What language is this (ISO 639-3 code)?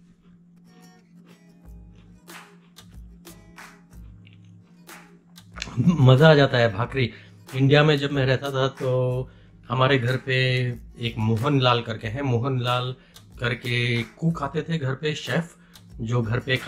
hin